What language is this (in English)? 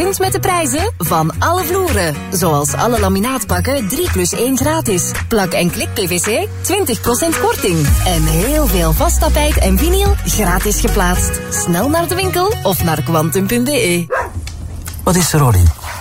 Dutch